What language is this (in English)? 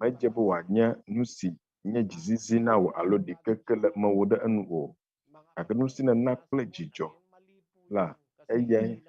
Ewe